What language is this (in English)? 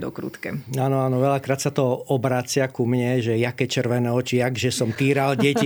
Slovak